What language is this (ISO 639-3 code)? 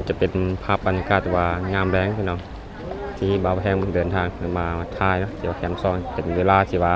lao